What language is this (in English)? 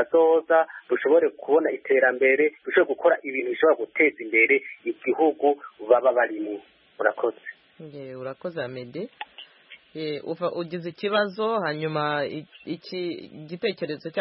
Kinyarwanda